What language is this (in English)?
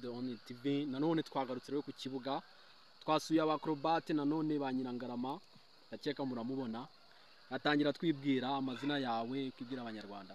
Kinyarwanda